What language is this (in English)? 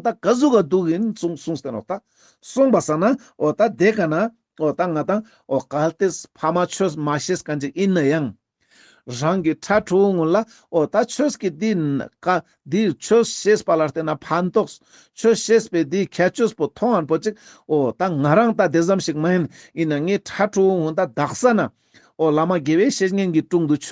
Ladakhi